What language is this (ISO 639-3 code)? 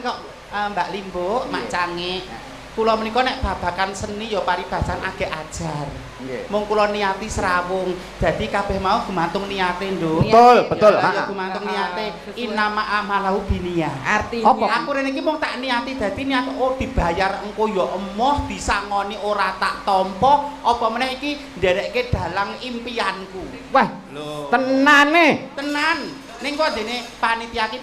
jav